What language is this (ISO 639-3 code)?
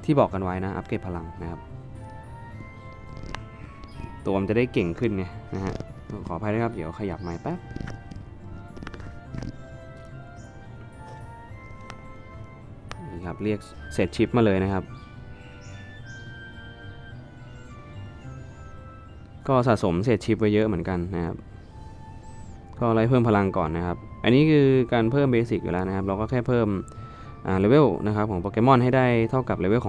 tha